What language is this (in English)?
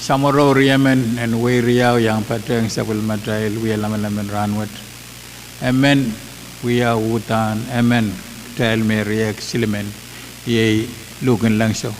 Pohnpeian